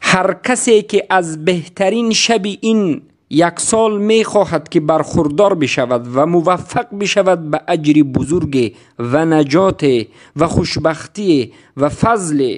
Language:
Tajik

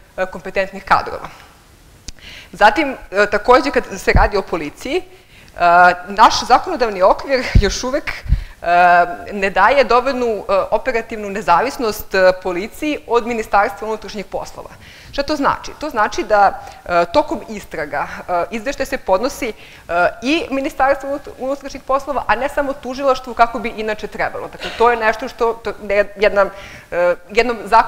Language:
Serbian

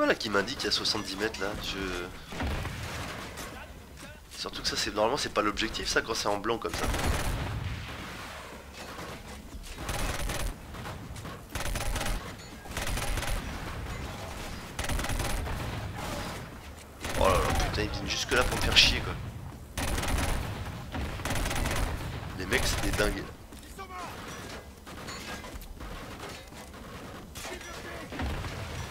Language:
French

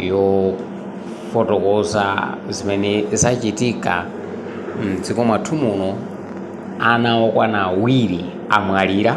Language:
Nyanja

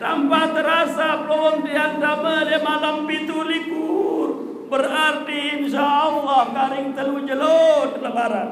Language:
Sasak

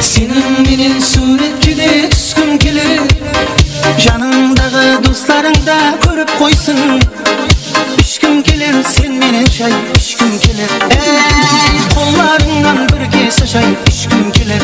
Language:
Kara-Kalpak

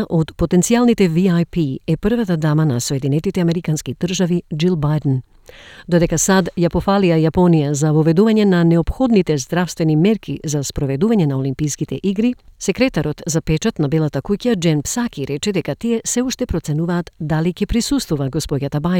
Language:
Macedonian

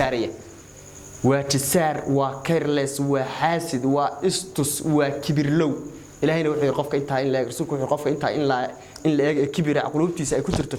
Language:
Somali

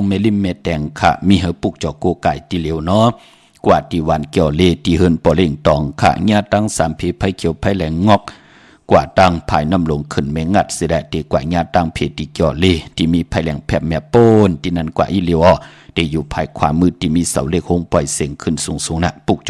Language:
Shan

